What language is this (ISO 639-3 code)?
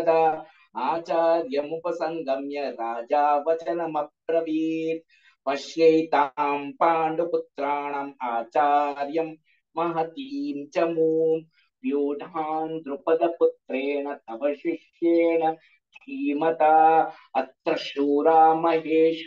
san